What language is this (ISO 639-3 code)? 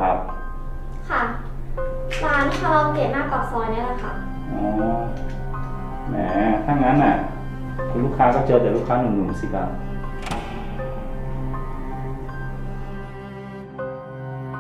tha